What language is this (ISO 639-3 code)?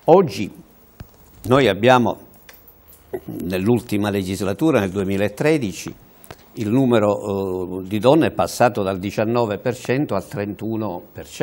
ita